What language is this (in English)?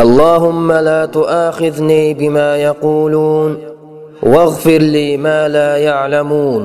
Uyghur